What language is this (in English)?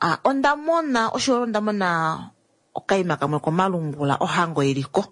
Kuanyama